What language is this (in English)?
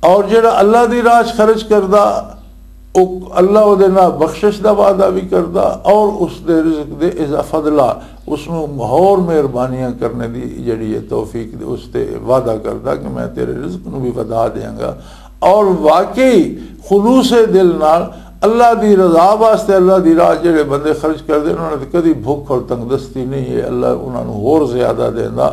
Western Panjabi